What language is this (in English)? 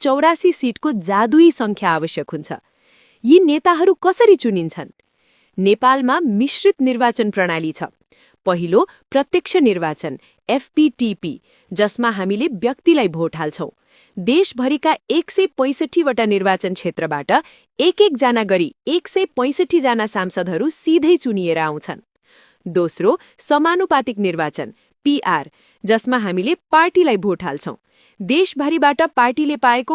Nepali